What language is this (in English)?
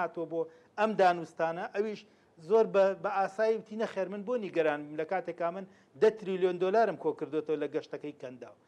Central Kurdish